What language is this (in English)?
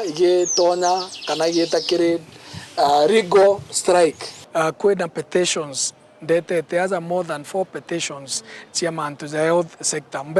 Meru